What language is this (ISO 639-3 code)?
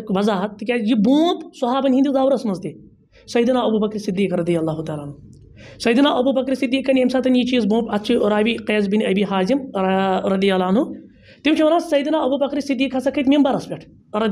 kas